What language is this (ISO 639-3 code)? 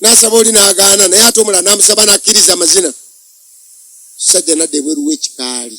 lug